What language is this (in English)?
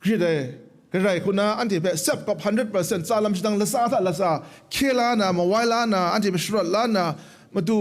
Kachin